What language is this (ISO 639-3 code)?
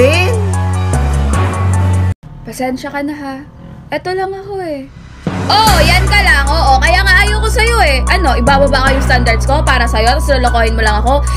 fil